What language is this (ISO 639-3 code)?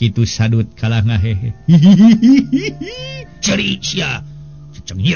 sun